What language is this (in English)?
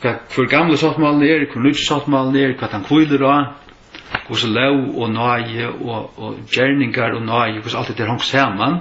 Faroese